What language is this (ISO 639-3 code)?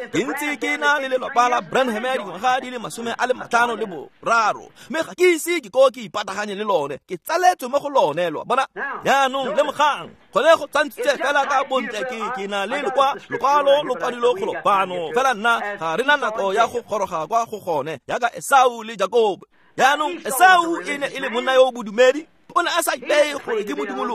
tsn